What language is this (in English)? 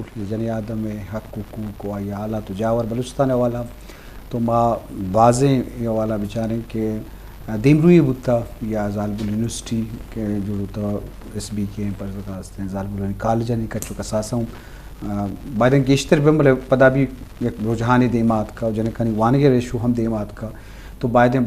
Eastern Balochi